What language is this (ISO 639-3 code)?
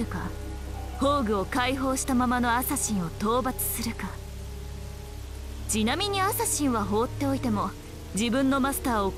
jpn